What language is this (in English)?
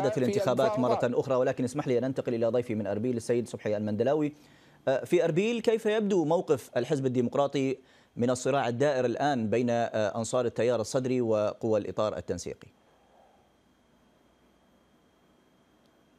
Arabic